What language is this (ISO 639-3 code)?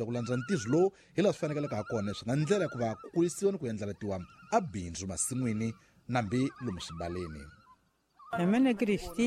tso